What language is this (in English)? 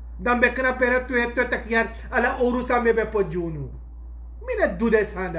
Sranan Tongo